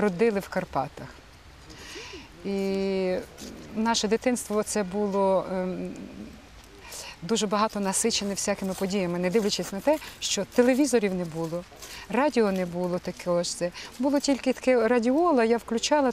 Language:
Ukrainian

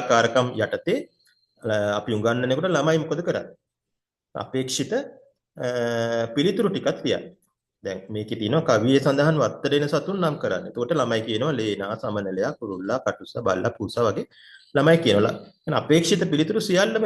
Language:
Sinhala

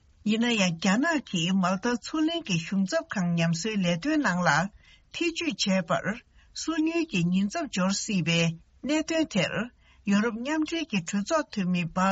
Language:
Tibetan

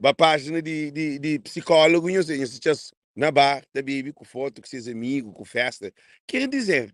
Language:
Kabuverdianu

